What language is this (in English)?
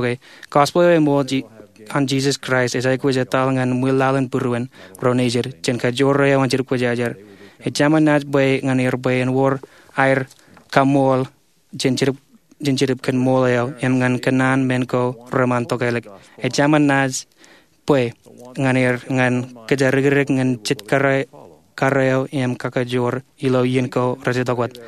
Marshallese